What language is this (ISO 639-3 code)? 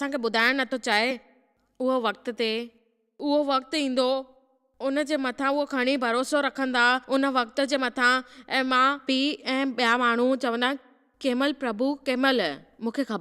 snd